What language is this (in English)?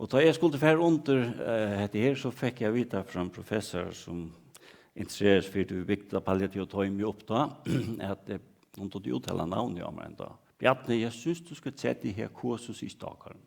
Faroese